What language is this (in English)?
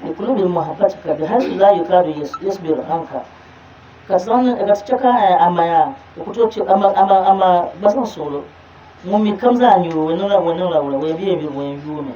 Dagbani